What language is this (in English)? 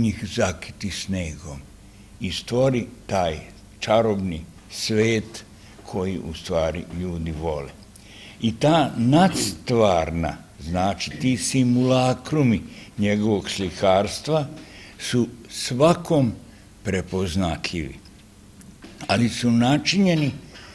Serbian